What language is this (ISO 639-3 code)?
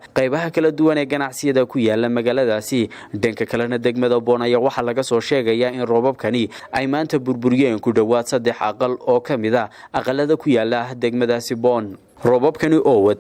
som